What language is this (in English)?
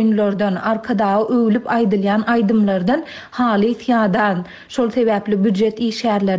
Turkmen